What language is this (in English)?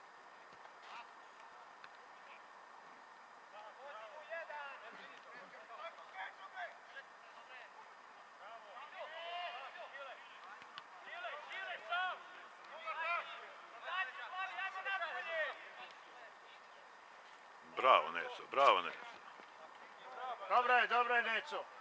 Serbian